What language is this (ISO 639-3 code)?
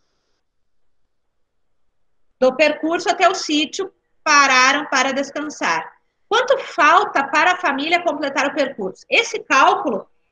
por